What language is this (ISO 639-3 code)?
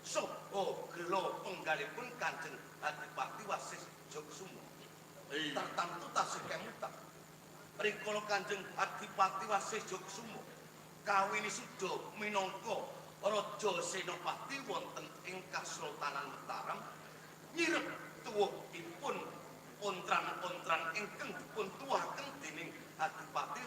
jav